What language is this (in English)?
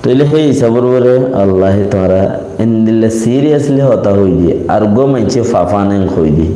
Rohingya